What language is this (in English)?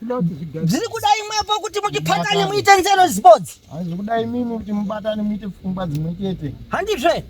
Shona